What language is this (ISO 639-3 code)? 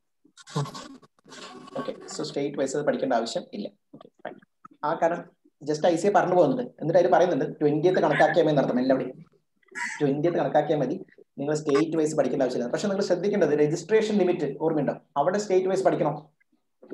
mal